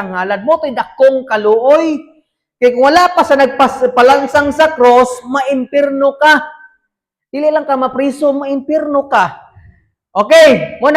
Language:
Cebuano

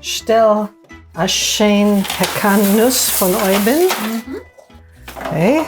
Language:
Yiddish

